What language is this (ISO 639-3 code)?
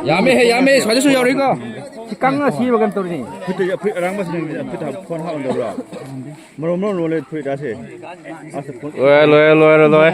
mni